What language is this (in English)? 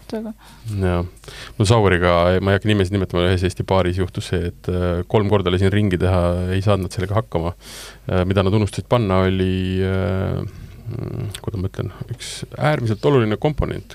Estonian